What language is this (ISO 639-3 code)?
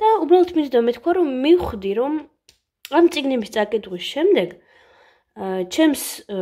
kat